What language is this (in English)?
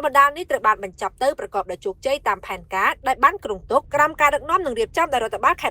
Khmer